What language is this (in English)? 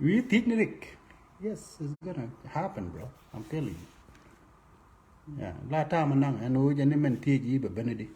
Nuer